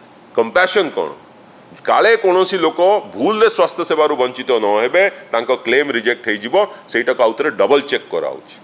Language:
Odia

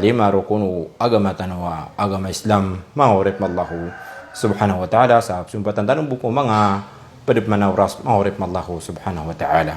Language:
Maranao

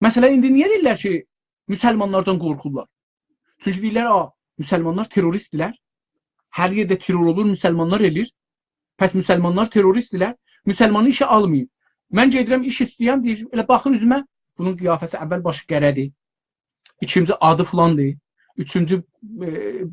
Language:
South Azerbaijani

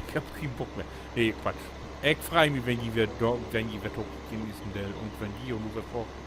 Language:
Low German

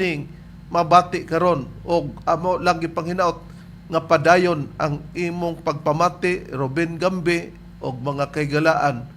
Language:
Cebuano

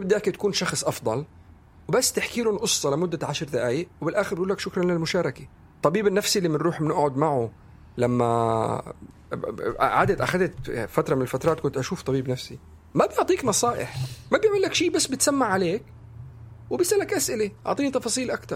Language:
North Levantine Arabic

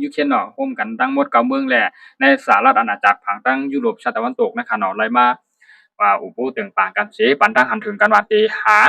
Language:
Shan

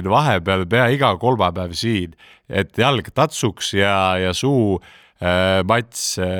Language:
Estonian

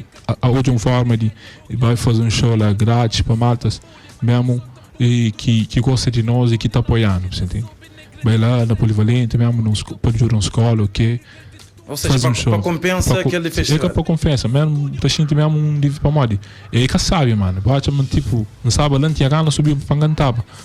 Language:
Kabuverdianu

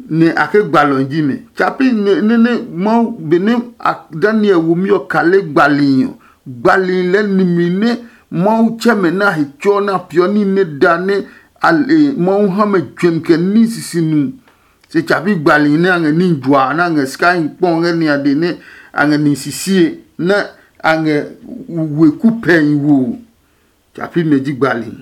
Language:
Adangme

